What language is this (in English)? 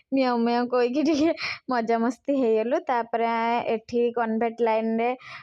Odia